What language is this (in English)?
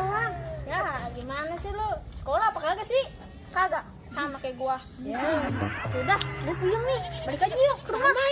Betawi